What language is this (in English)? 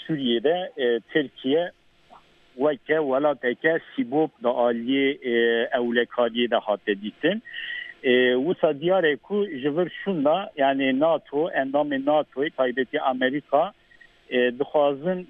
Kurdish